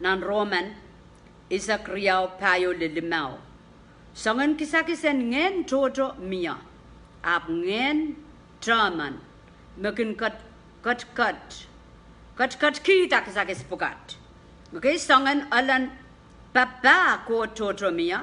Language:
Pohnpeian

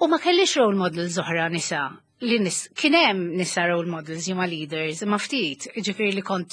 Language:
Maltese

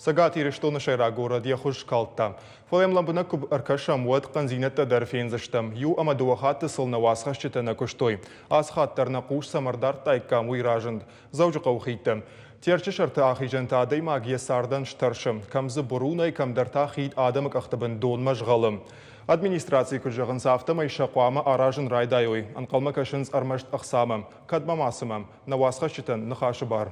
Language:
Ossetic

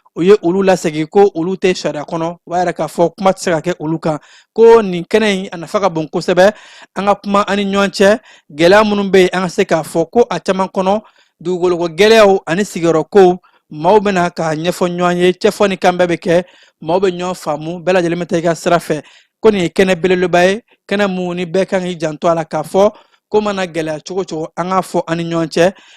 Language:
Bambara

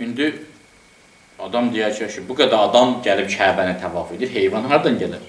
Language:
Azerbaijani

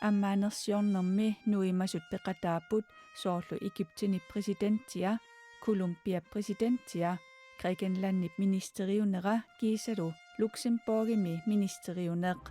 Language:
Kalaallisut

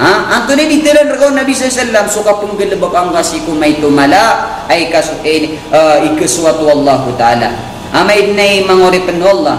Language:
Maranao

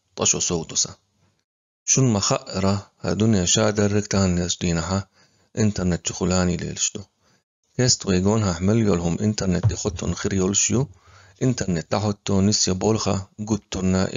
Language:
Chechen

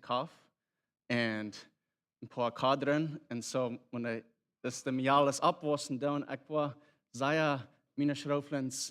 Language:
Plautdietsch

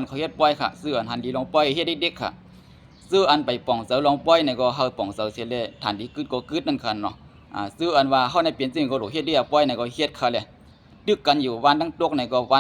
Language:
Shan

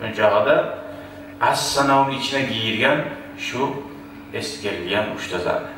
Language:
Kumyk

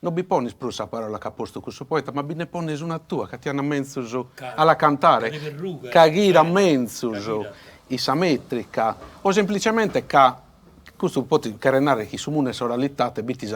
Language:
Sardinian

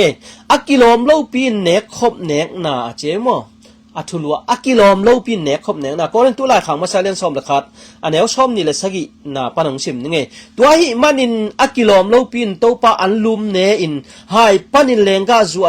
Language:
Tedim Chin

